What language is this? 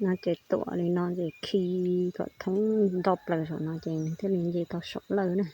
Hmong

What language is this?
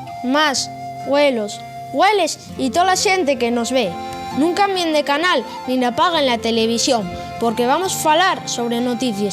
Asturian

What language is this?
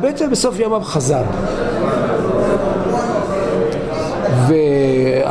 Hebrew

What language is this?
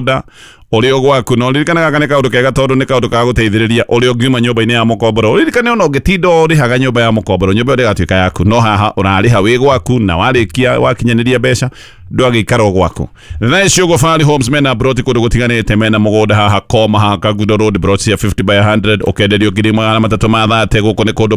Kikuyu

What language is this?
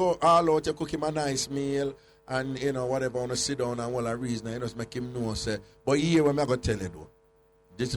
Jamaican Creole English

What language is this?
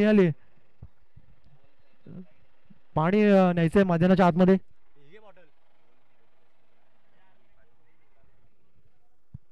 Marathi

